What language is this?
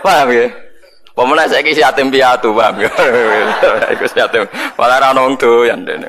Javanese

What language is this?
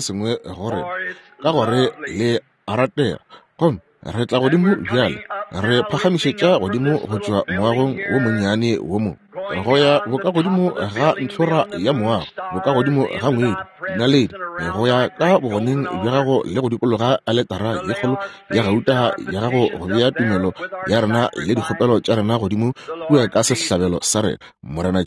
Northern Sotho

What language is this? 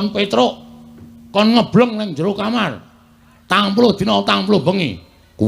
Javanese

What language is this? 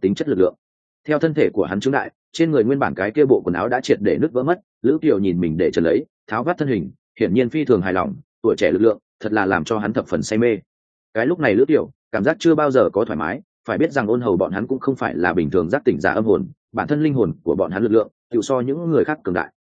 Vietnamese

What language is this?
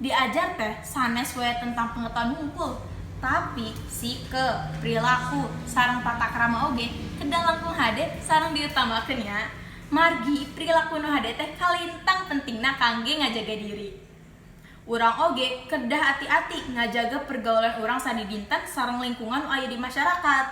Sundanese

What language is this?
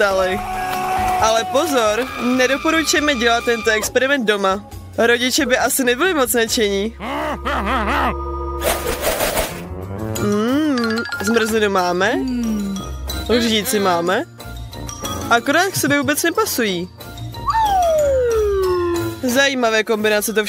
Czech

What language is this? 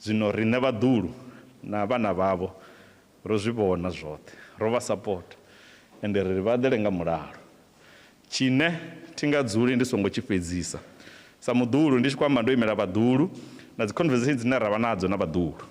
Venda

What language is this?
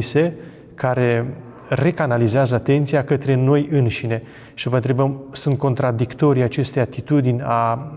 Romanian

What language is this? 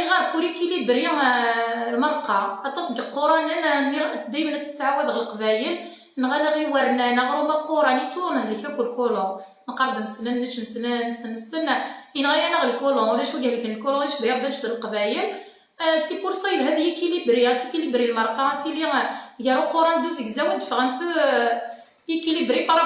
Kabyle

